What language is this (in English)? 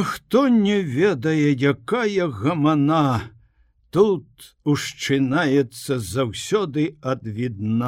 Belarusian